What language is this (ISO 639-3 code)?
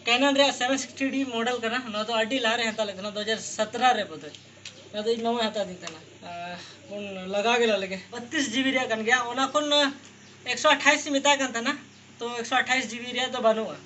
sat